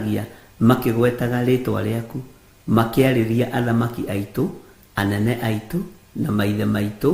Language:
Kikuyu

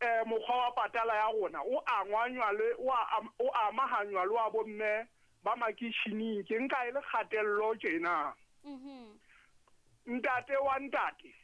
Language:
Southern Sotho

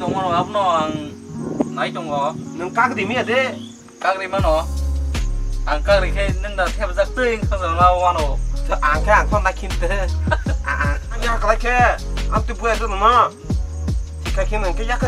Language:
Kok Borok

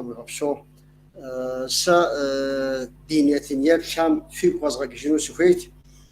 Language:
Kabardian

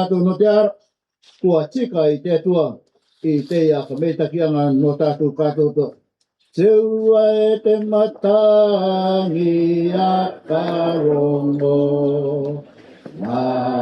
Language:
Rarotongan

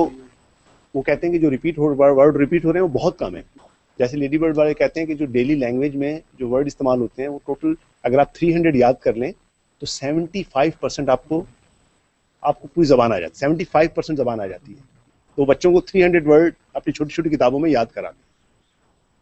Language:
Urdu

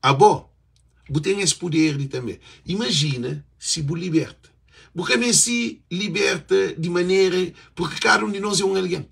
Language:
Kabuverdianu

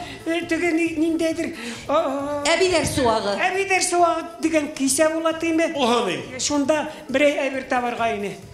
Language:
Bashkir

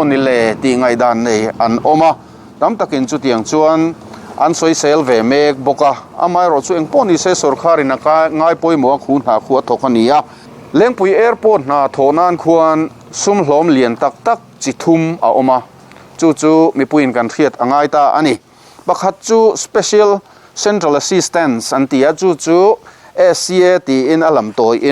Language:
Mizo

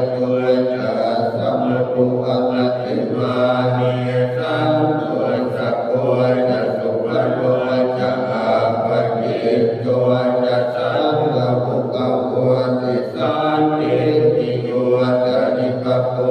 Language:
Pali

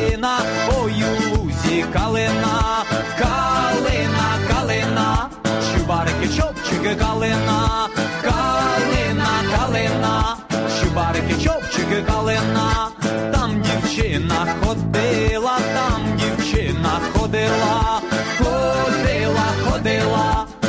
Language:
Ukrainian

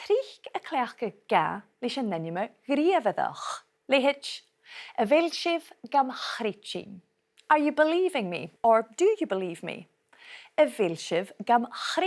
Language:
Scottish Gaelic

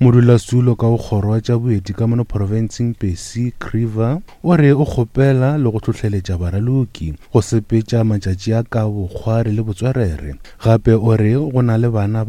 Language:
Northern Sotho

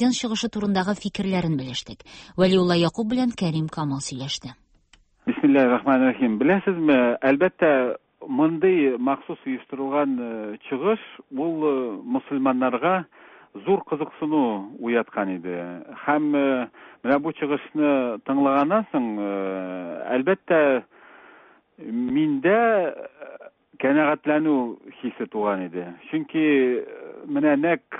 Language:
Tatar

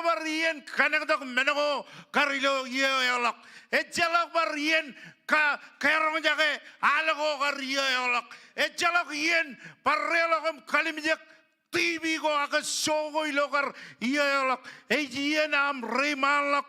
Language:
Marshallese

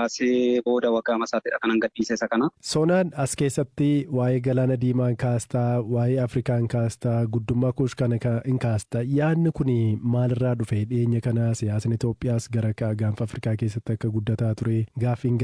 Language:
Oromo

